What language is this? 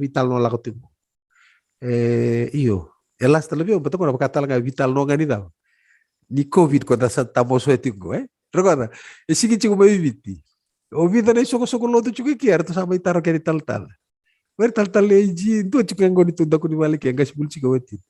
Fijian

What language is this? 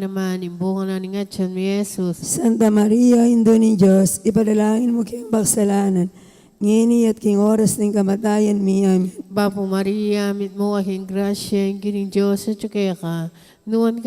Pampanga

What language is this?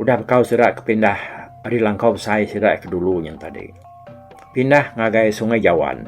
Iban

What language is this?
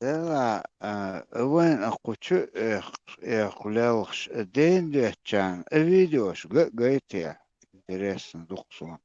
Chechen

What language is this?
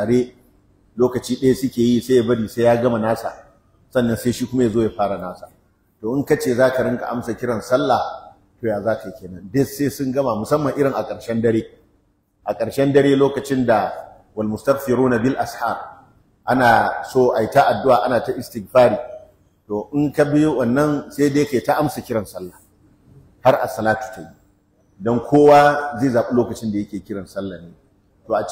Hausa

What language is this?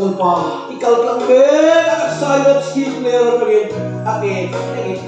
Mizo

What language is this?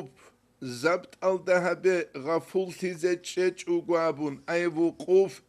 Avaric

